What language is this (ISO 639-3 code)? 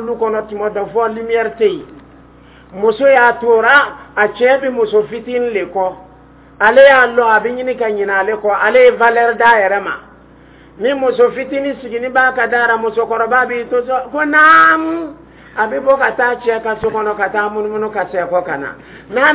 dyu